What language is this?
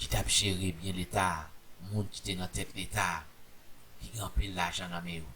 Haitian Creole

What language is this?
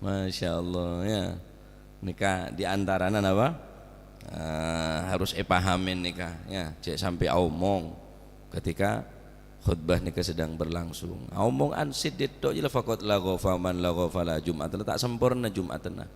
Madurese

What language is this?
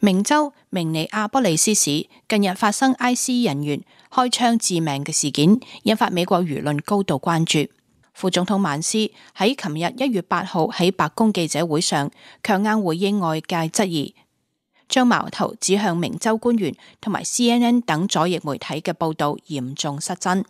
Cantonese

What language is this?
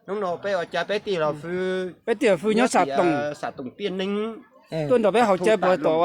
Hmong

